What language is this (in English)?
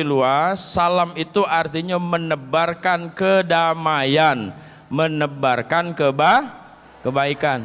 Musi